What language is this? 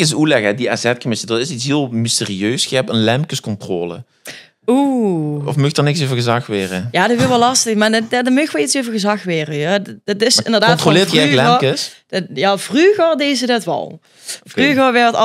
Limburgish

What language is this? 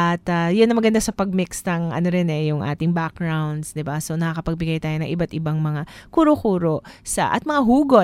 Filipino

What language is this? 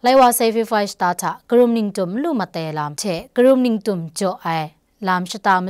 Kachin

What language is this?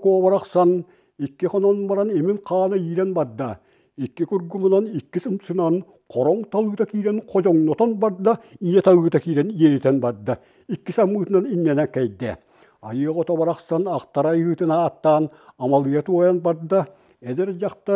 Yakut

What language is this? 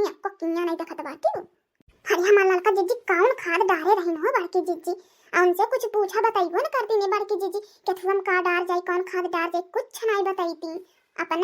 Bhojpuri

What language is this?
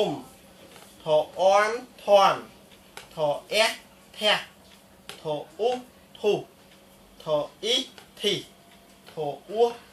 Khmer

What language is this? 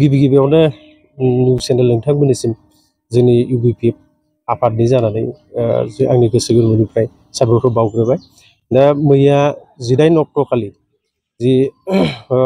Bodo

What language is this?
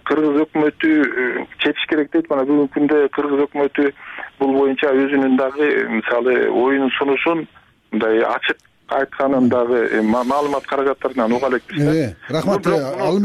Kyrgyz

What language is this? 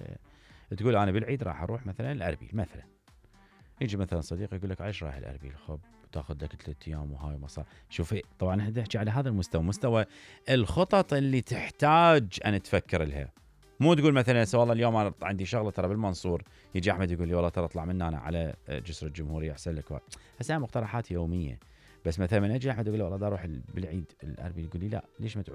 Mesopotamian Arabic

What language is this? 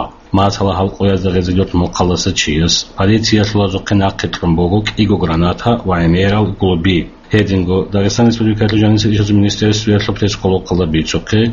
Avaric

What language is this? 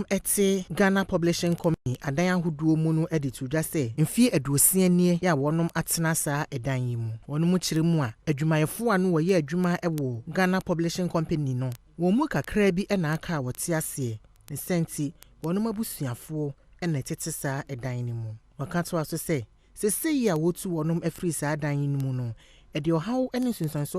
Akan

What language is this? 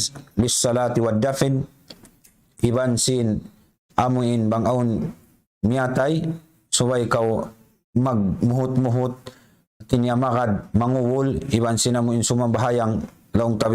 Tausug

